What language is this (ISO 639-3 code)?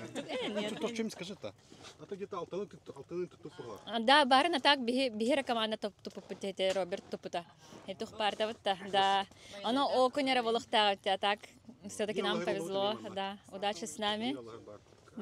sah